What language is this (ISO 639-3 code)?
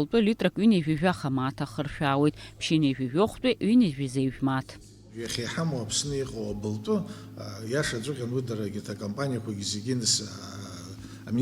abk